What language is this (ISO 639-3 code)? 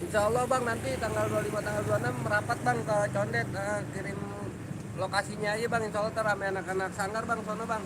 bew